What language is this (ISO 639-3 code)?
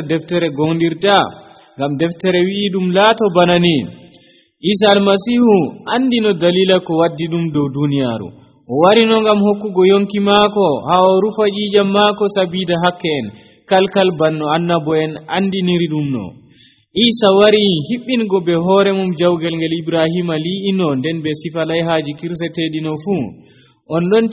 fuv